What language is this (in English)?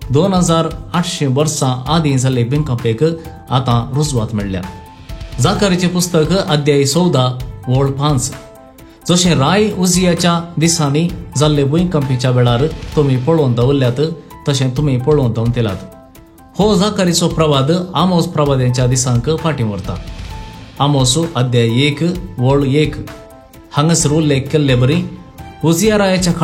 Konkani